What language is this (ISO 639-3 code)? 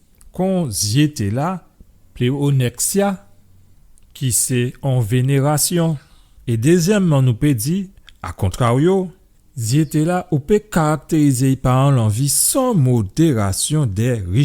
gcf